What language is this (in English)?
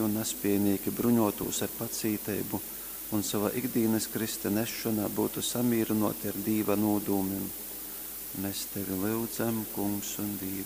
Latgalian